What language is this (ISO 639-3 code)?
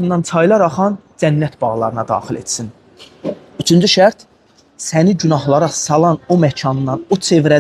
aze